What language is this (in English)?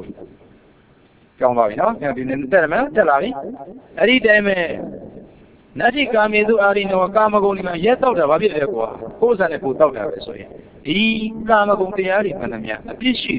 Burmese